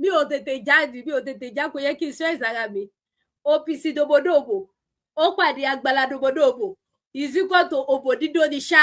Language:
Yoruba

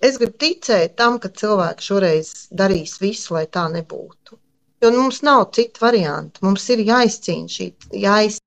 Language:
Latvian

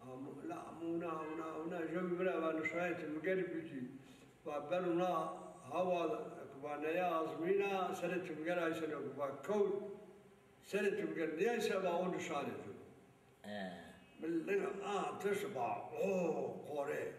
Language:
Zaza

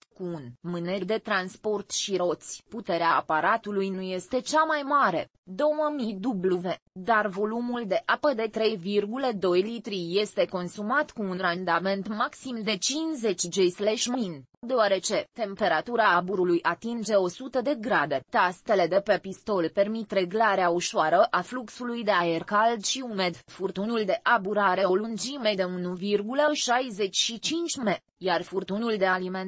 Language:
Romanian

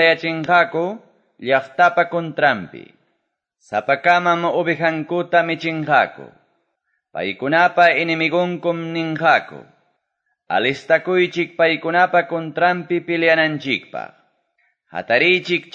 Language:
Quechua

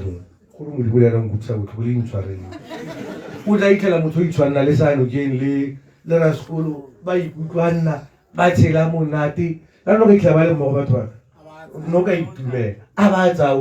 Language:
Tswana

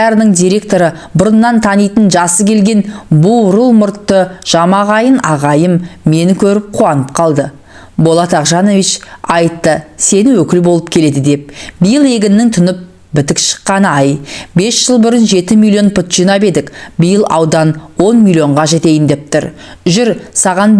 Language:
Kazakh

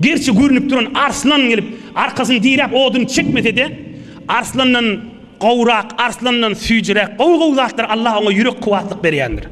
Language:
Turkmen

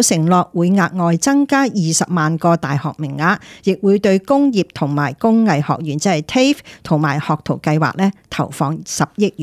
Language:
Cantonese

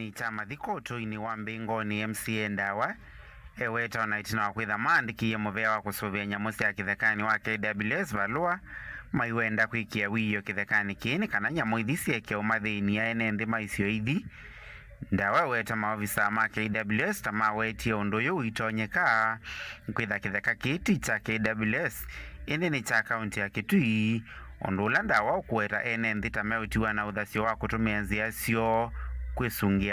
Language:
Kamba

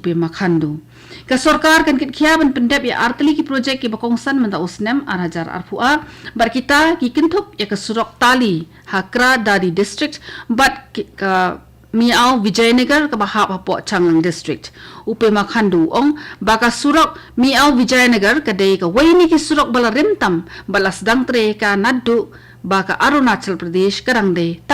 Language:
Khasi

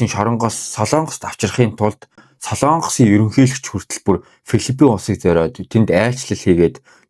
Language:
Mongolian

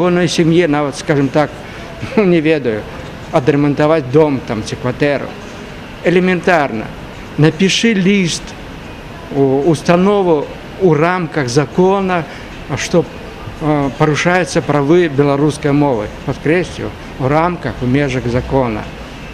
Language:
Belarusian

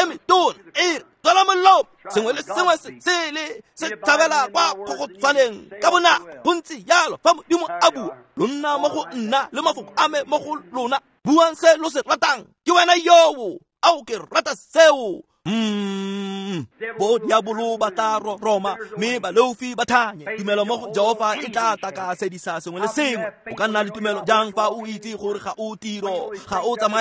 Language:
Tswana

